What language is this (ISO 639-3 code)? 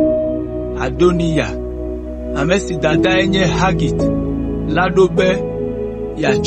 ewe